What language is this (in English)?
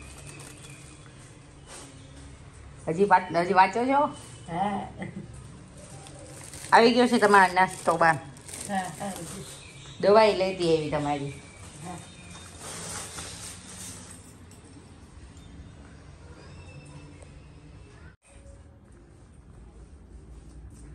Gujarati